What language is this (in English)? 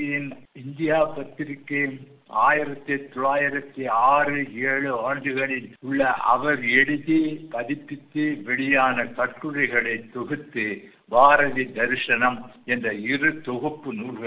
Tamil